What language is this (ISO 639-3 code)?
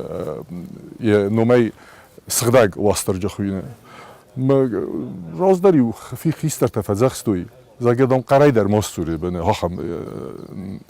oss